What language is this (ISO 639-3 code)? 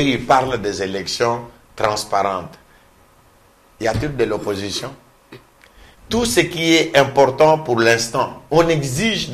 fra